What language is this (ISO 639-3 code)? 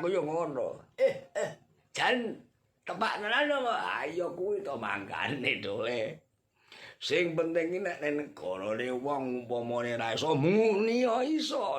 jav